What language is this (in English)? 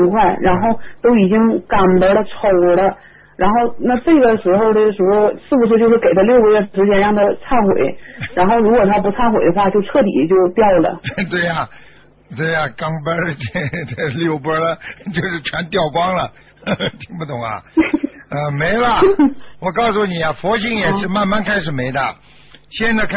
Chinese